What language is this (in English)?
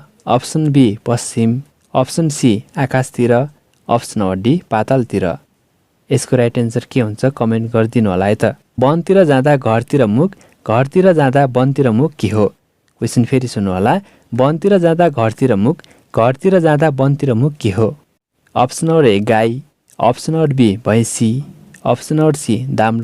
Nepali